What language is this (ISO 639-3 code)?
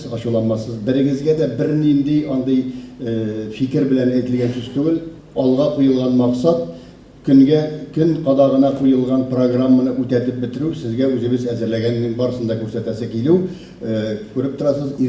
tat